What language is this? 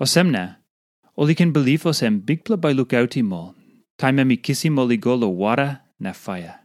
Tok Pisin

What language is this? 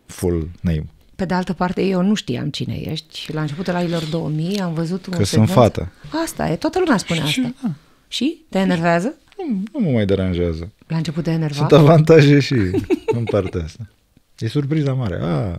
Romanian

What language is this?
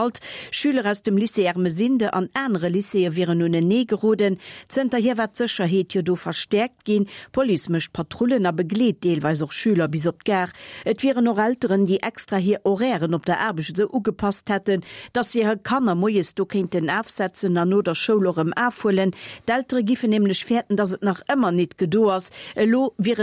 Luxembourgish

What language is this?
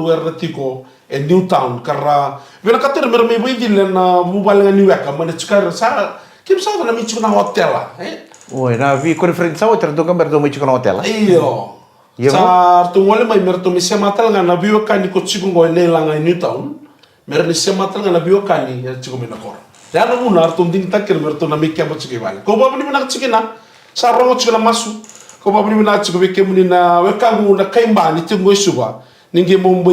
Fijian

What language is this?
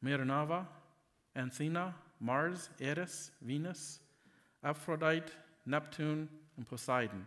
Plautdietsch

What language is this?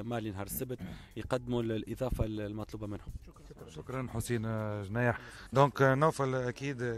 Tunisian Arabic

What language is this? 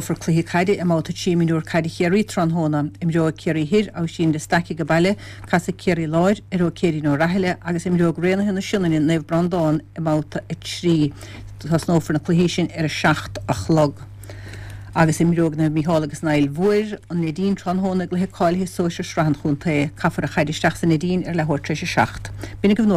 Irish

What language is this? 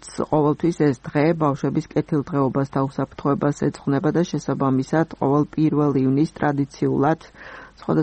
Georgian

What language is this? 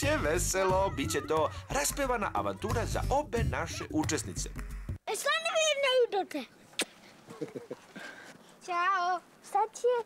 Serbian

